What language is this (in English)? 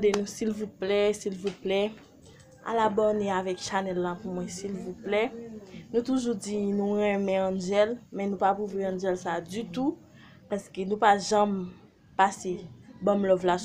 Haitian Creole